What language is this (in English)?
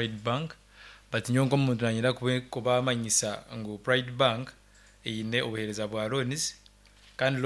Nyankole